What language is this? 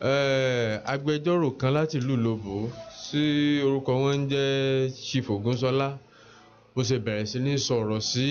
Yoruba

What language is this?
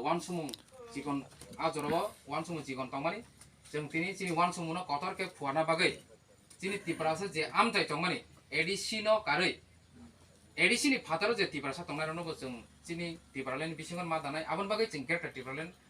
Kok Borok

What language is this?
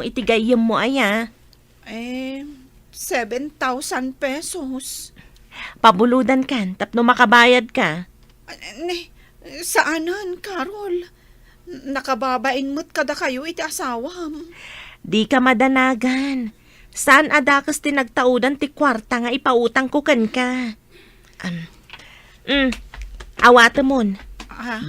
Iloko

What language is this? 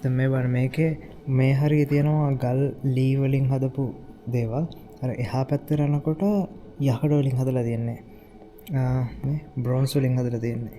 Sinhala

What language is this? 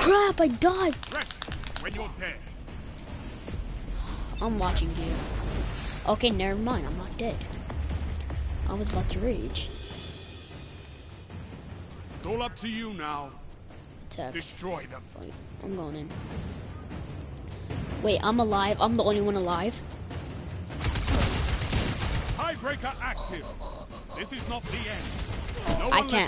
English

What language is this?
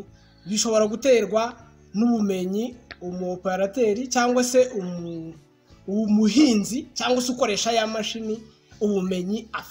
Kinyarwanda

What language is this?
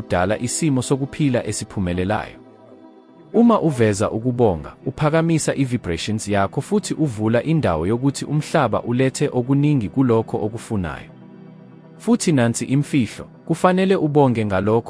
Zulu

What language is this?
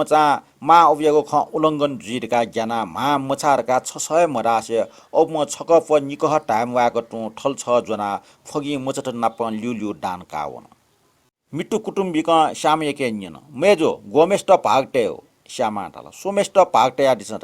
Newari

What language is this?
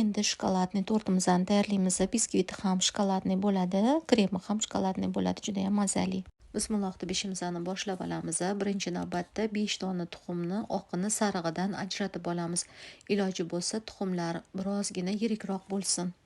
Uzbek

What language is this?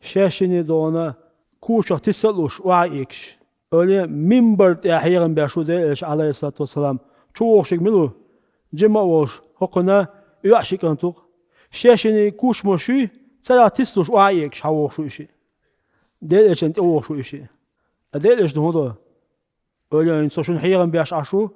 Chechen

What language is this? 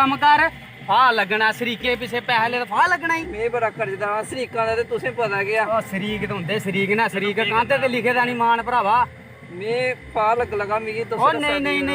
Dogri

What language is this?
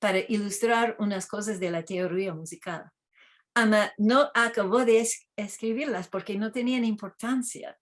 Ladino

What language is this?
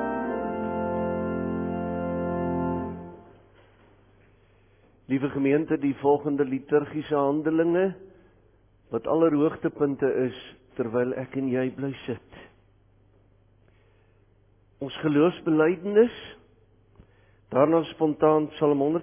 Afrikaans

